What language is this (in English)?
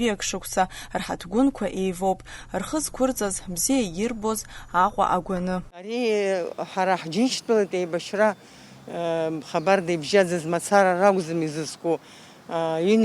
Abkhazian